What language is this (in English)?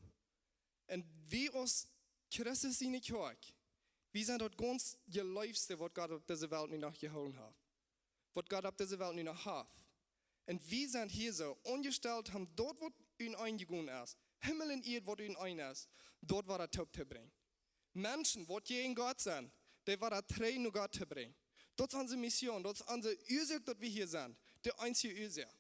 Plautdietsch